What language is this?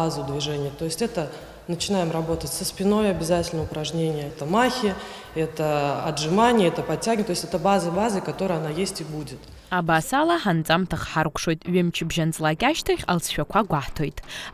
Abkhazian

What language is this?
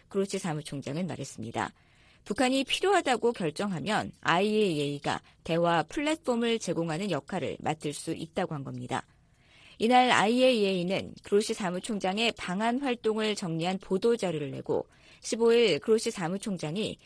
Korean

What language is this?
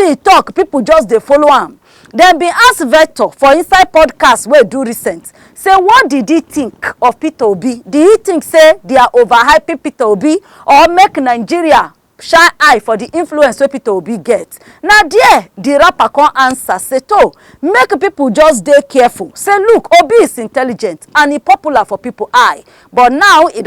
Nigerian Pidgin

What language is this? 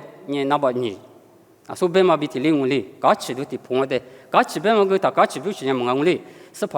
Lisu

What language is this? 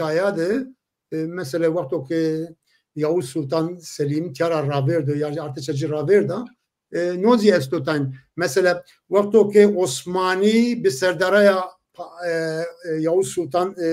Zaza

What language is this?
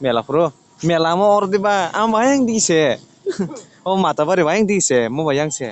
Kok Borok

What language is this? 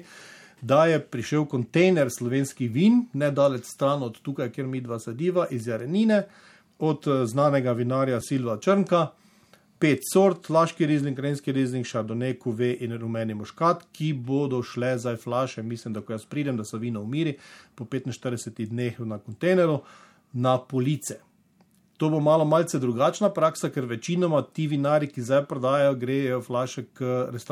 Slovenian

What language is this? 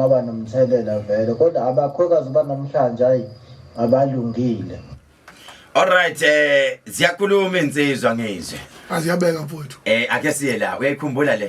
Zulu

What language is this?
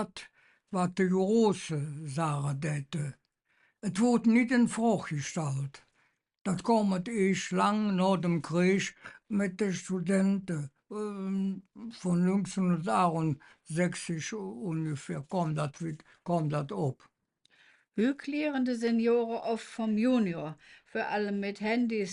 Colognian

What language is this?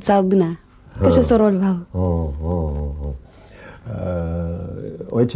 Udmurt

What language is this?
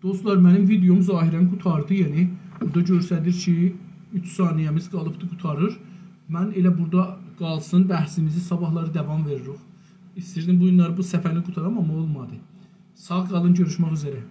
South Azerbaijani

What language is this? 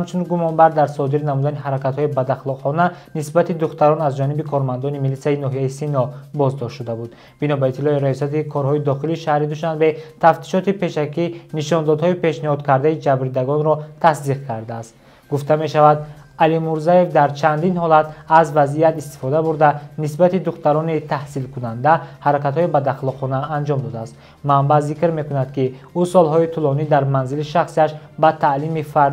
Tajik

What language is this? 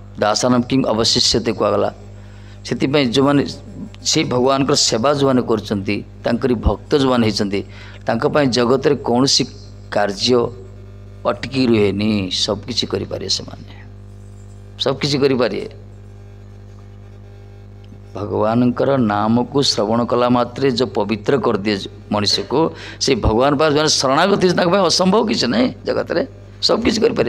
Odia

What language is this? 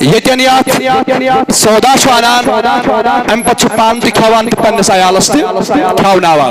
Kashmiri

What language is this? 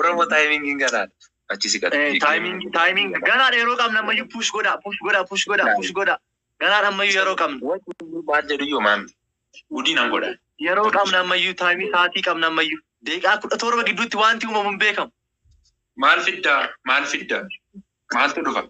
Oromo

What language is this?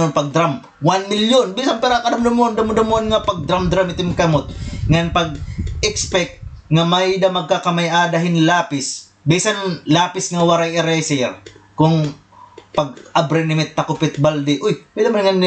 Waray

